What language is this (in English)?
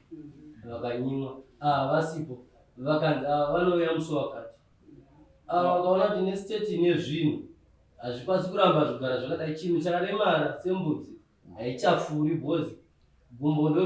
Shona